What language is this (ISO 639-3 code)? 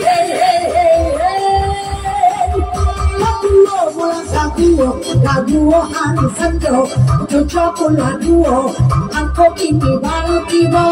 min